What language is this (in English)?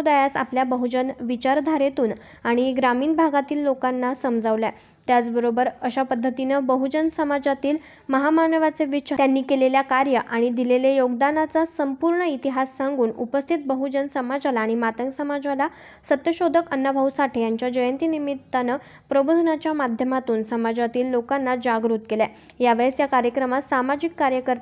Marathi